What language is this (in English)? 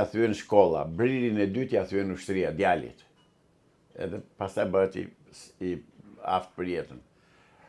Albanian